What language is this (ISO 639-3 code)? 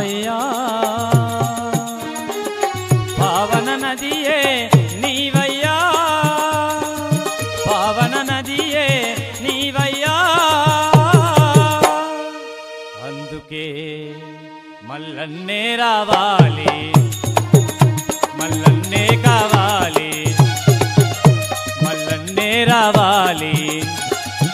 tel